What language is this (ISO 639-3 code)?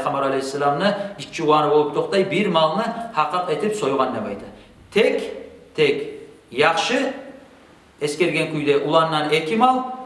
kum